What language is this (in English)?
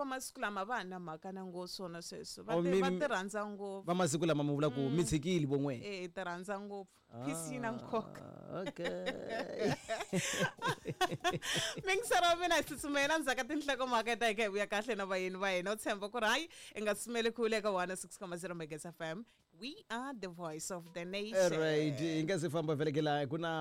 Tsonga